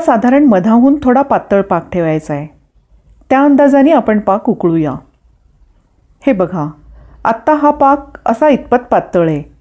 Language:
Marathi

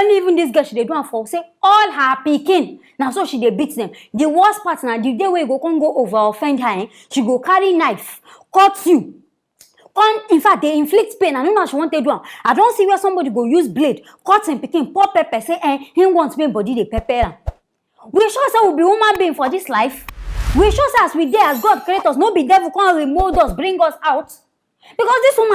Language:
Nigerian Pidgin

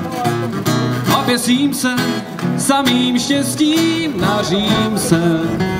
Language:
Czech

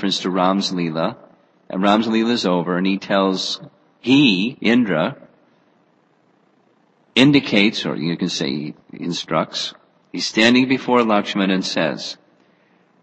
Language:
English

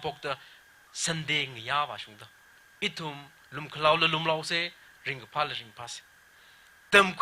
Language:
Tangkhul Naga (India)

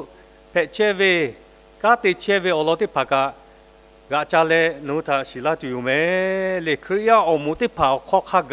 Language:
Lahu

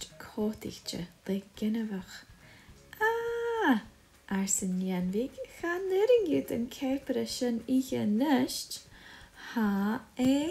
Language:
Scottish Gaelic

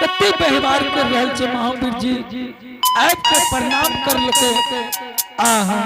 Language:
Angika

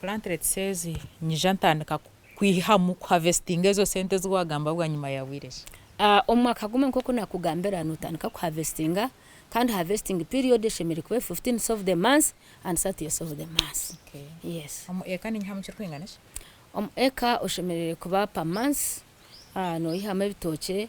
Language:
Nyankole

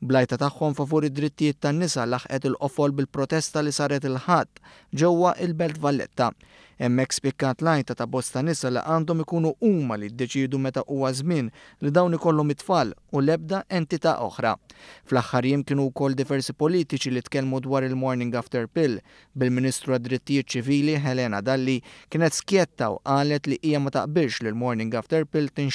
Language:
Maltese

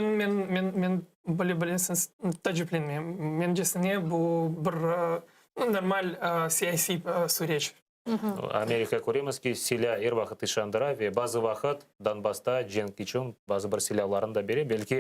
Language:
Crimean Tatar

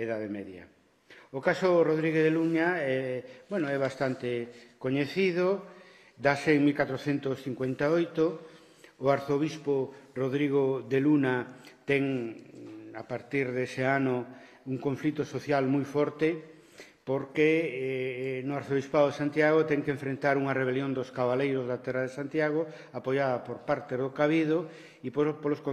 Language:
Galician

